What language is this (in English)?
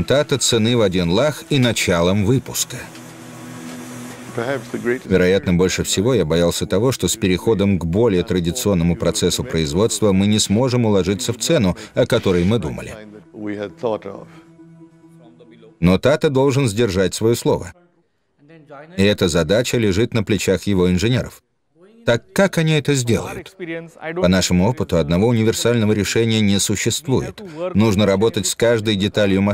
Russian